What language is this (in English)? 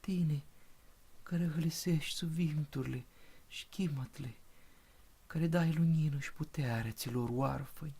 Aromanian